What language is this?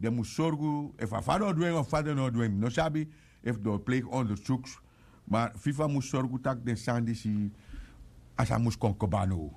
Sranan Tongo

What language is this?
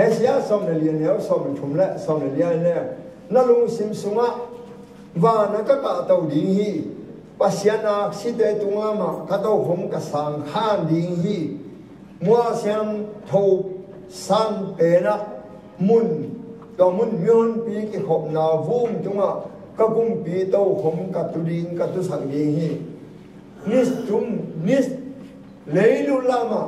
Tedim Chin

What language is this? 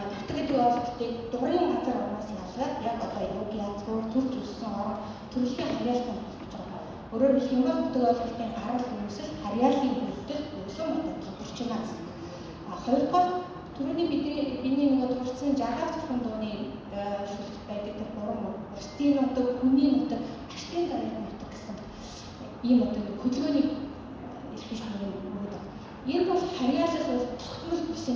Mongolian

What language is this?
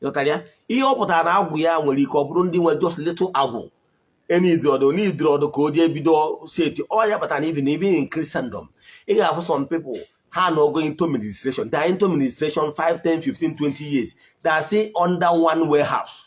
Igbo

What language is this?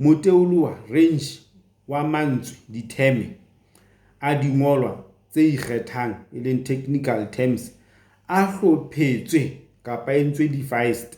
Southern Sotho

